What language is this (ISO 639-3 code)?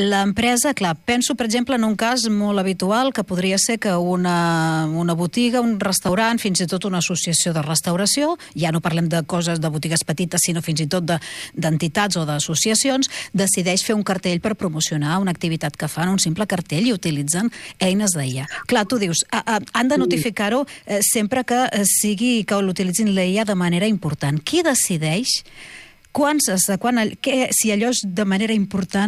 cat